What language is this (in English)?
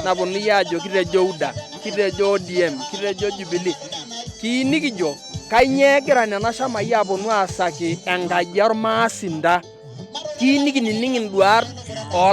Masai